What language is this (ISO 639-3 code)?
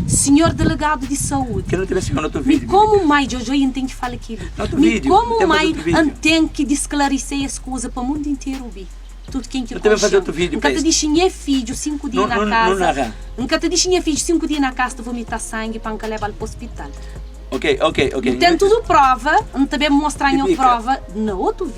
kea